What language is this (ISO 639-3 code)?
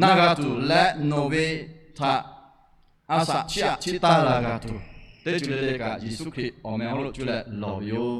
lhu